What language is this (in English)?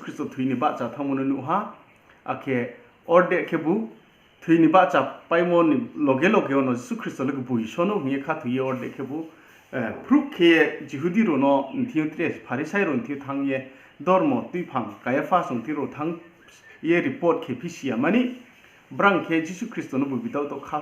Riang (India)